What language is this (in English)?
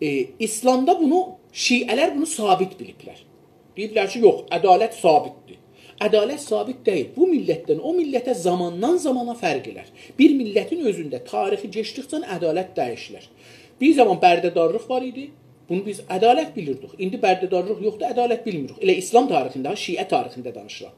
South Azerbaijani